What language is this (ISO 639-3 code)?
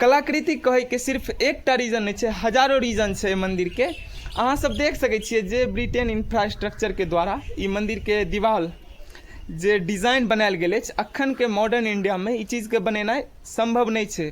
mai